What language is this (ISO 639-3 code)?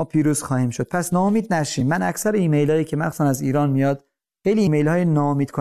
fas